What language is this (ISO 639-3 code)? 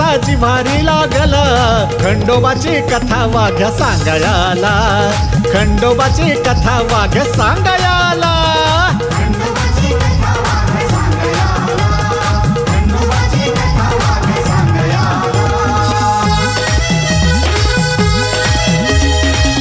mar